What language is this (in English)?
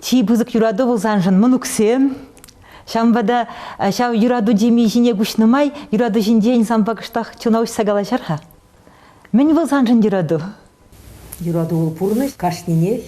Chuvash